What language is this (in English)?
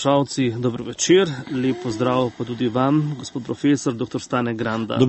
Slovenian